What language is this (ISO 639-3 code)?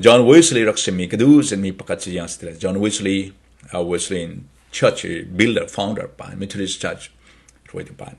cfm